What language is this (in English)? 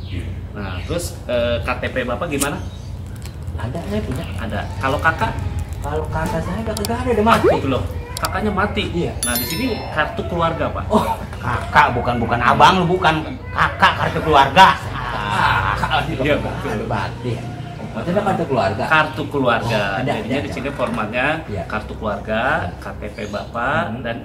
Betawi